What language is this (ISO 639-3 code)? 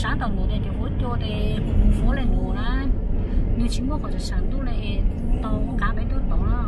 hmn